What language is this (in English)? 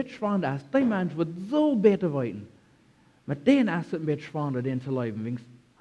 Plautdietsch